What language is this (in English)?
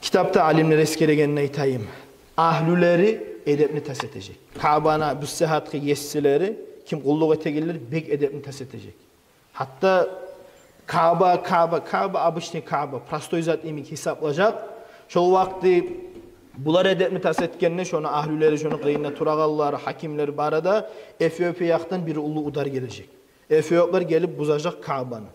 Kumyk